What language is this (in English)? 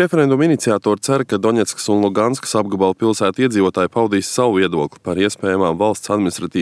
Latvian